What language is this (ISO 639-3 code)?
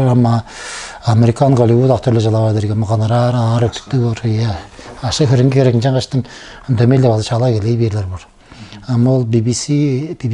tyv